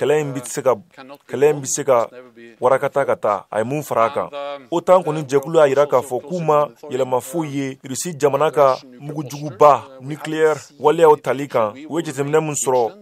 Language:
Bambara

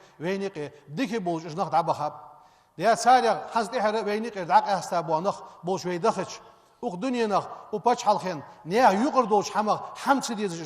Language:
Ingush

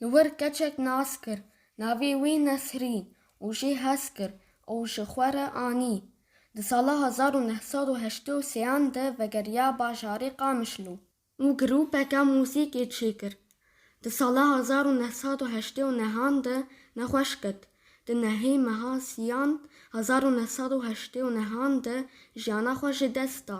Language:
Kurdish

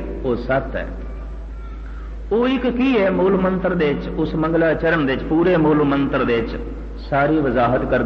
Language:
Punjabi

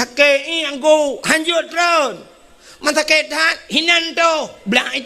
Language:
Achinese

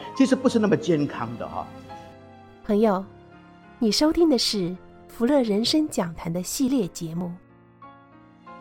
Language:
Chinese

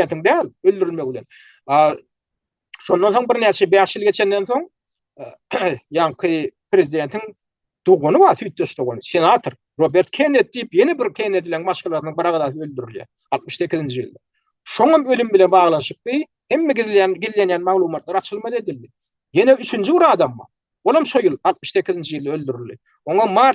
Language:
Turkmen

